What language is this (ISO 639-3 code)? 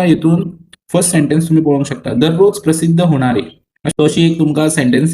kok